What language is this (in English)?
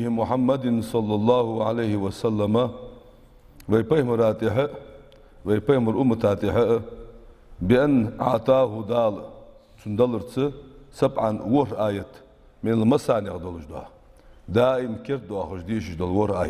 Ingush